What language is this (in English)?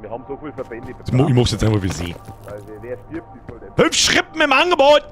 Bavarian